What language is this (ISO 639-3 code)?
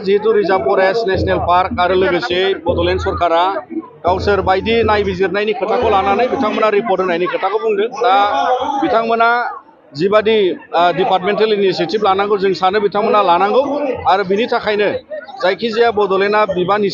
brx